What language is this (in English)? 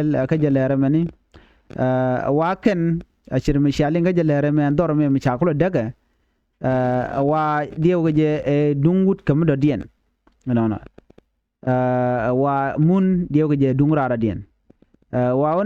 Nuer